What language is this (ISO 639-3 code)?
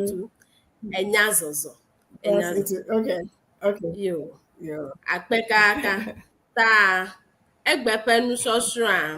ewe